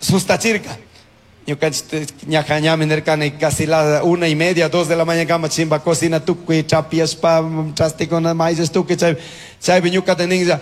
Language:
Chimborazo Highland Quichua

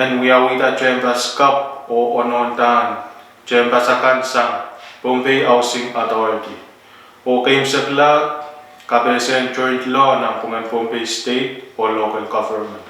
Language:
Pohnpeian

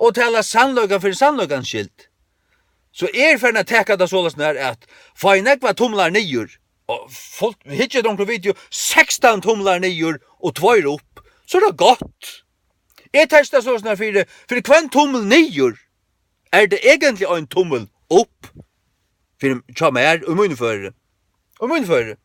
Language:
Faroese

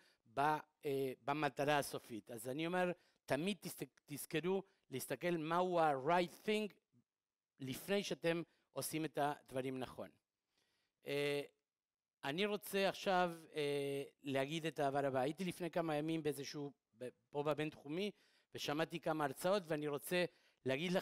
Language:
Hebrew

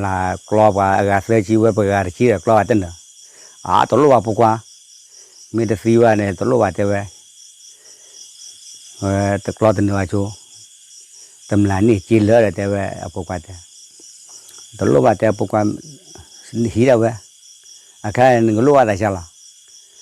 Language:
S'gaw Karen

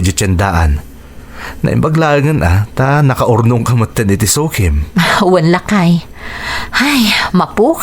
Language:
Iloko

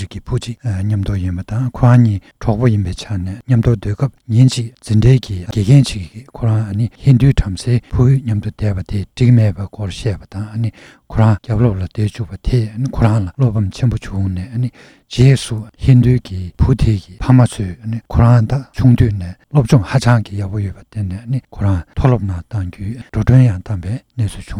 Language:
Tibetan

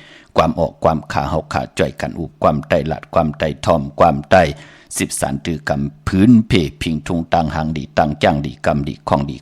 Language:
Shan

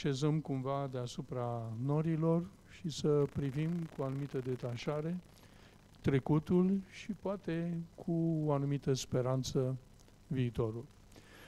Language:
Romanian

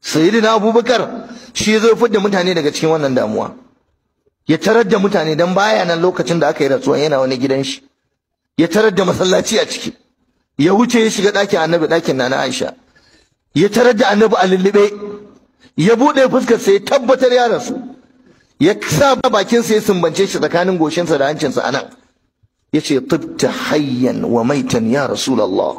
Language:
Hausa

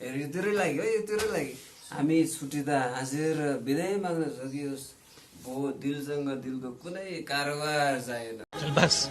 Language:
Nepali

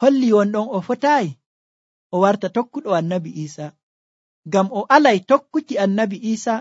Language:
Nigerian Fulfulde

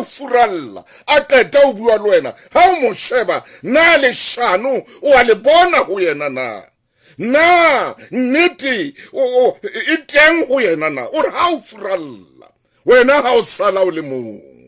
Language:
Southern Sotho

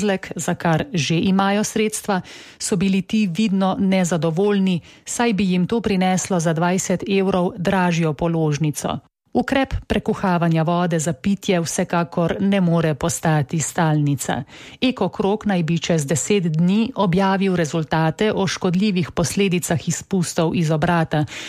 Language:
Slovenian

